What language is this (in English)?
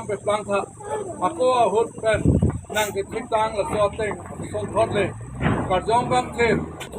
Karbi